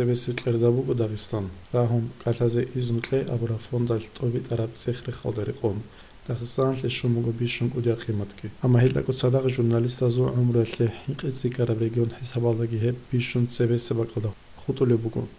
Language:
Avaric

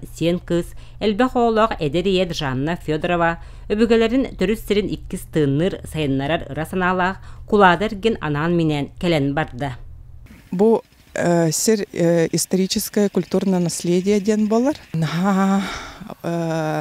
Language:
Yakut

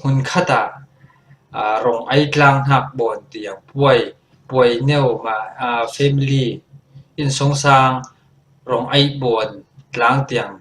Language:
Falam Chin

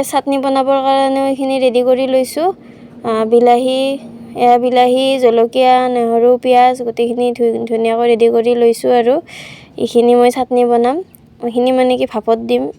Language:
Assamese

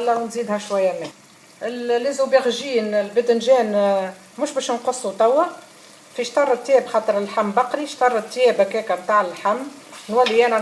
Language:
Tunisian Arabic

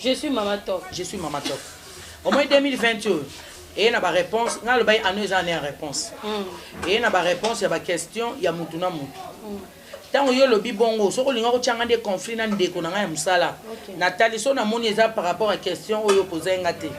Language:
Lingala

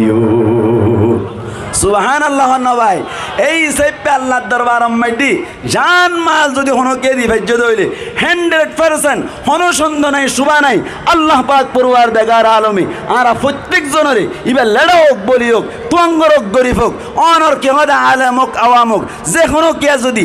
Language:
Rohingya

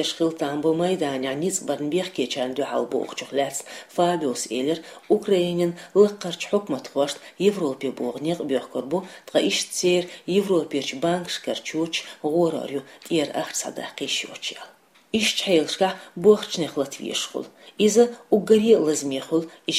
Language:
Chechen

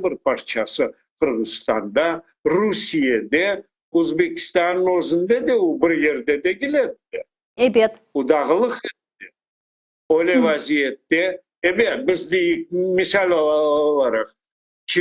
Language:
Crimean Tatar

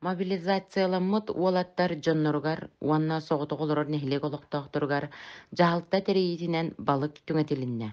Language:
Yakut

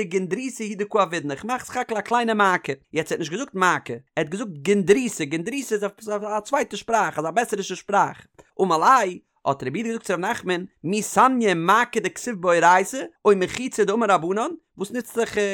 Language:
Yiddish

